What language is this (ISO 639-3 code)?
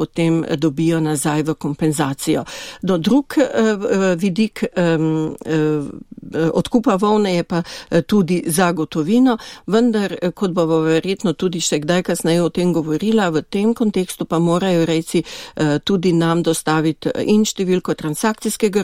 slv